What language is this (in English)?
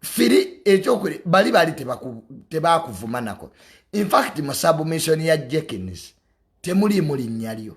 Ganda